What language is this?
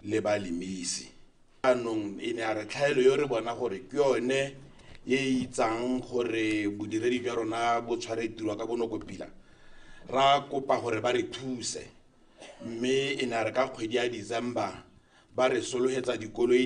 Tswana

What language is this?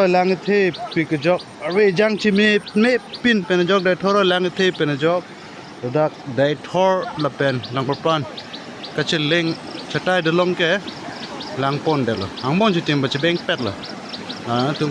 Karbi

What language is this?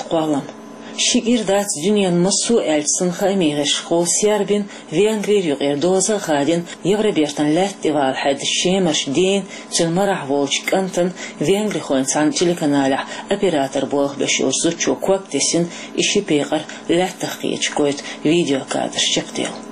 Chechen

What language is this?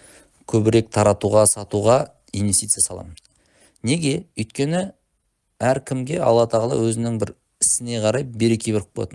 Kazakh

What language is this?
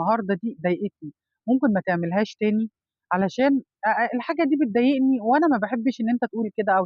Egyptian Arabic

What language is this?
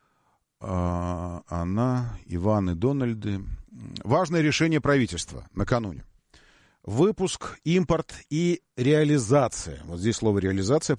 Russian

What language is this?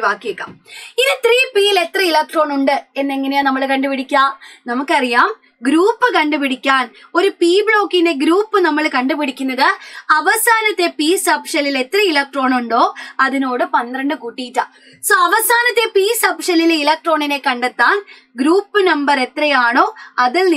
Malayalam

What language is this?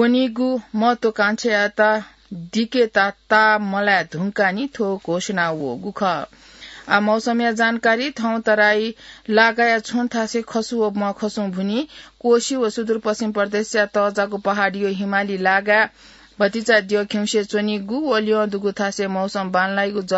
Newari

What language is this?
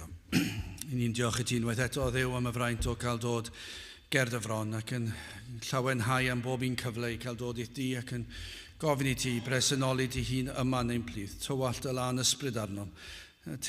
Welsh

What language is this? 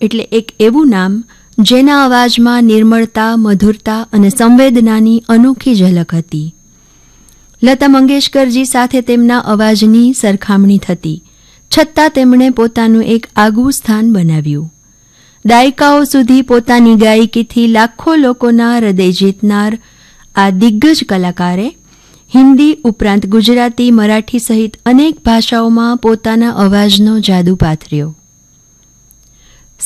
Gujarati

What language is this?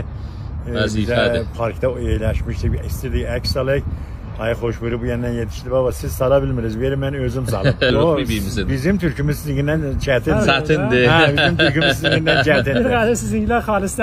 South Azerbaijani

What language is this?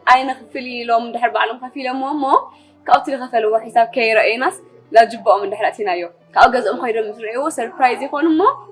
Tigrinya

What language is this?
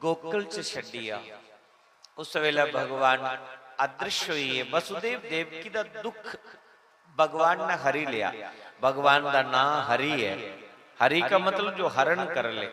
Dogri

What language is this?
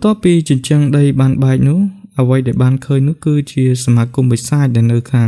Khmer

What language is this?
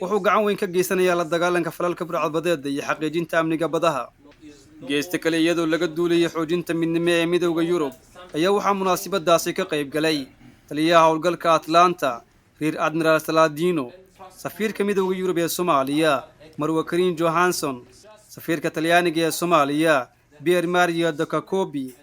Somali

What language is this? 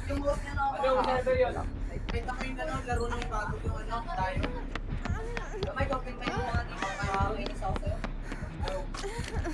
Filipino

